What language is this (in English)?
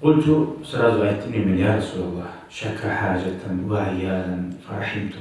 Kumyk